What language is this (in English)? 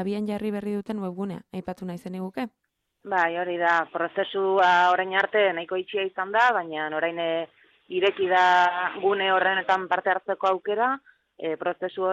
Basque